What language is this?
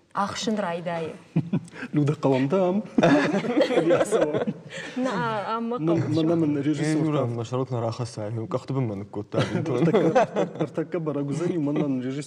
Ossetic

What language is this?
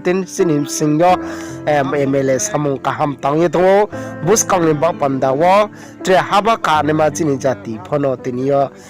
Riang (India)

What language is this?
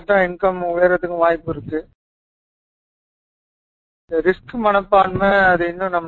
Tamil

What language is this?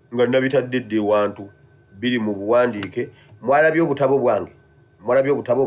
Ganda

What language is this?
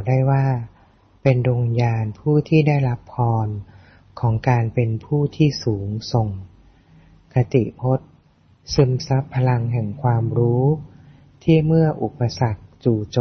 Thai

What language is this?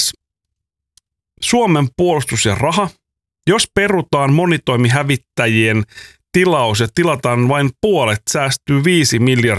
Finnish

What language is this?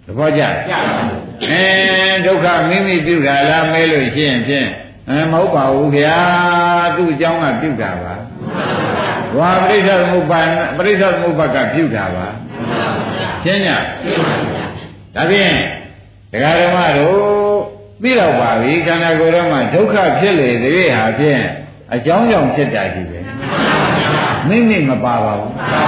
Burmese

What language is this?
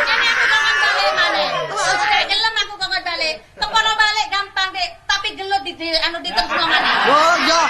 Javanese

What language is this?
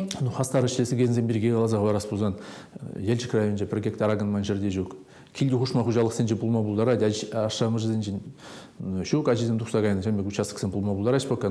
Chuvash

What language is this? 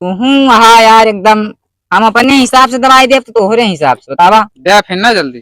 Awadhi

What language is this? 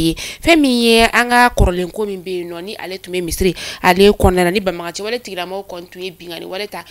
Bambara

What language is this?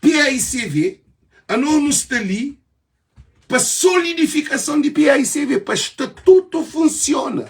Kabuverdianu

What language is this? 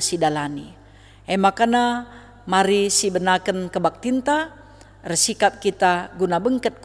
Batak Karo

